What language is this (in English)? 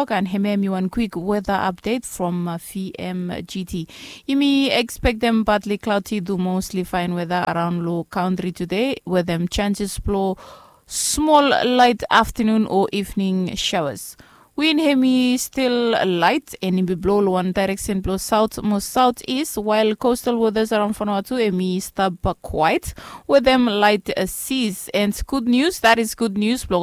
Bislama